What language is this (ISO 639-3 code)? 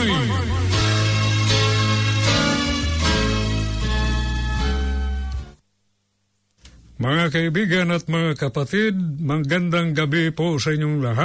fil